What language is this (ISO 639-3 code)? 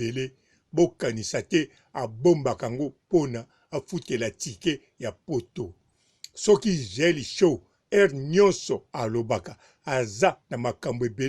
lin